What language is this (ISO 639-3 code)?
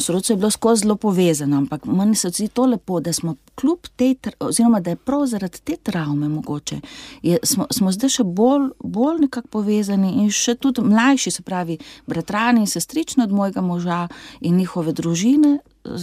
slv